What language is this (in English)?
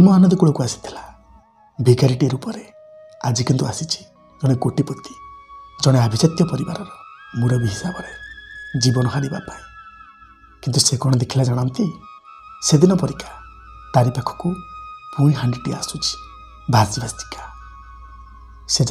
Odia